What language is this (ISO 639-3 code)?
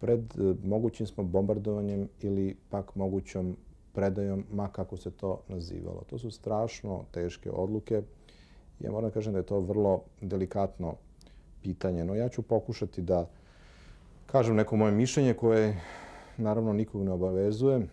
srp